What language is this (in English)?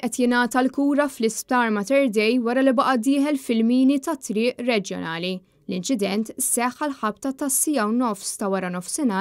Maltese